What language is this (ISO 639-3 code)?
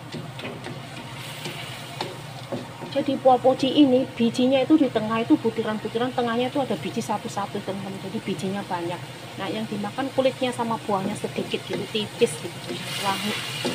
ind